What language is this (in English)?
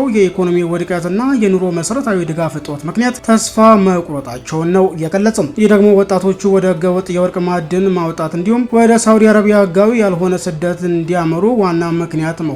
Amharic